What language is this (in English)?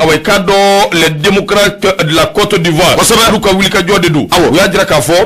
Bambara